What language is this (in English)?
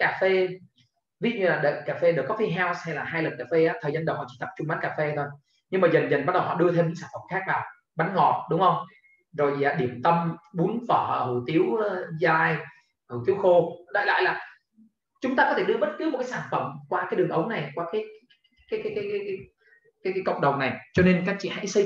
Vietnamese